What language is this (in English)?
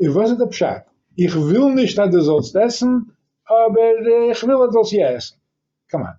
Yiddish